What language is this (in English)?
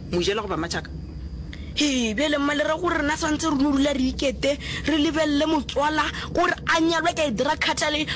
Northern Sotho